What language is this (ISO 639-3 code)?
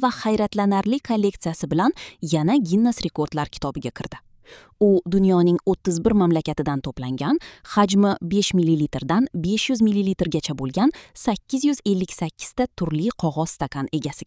uzb